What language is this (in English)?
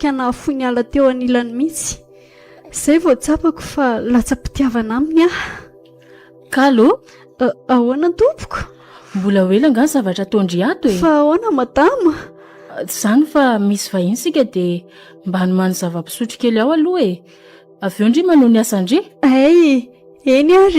Malagasy